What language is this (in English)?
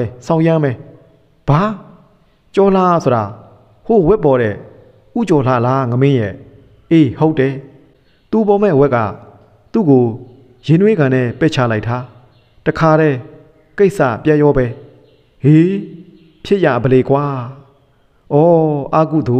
Burmese